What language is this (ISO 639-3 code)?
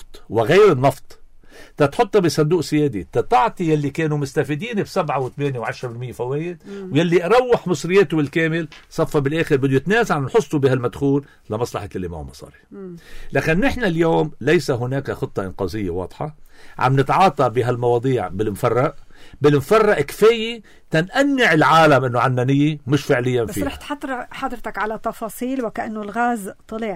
apc